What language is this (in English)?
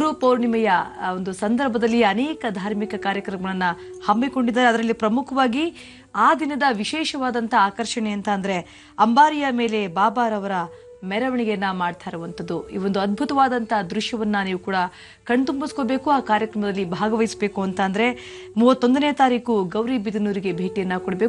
Kannada